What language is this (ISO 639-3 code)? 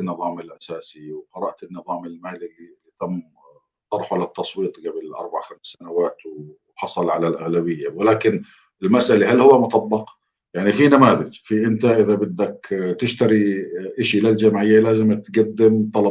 apc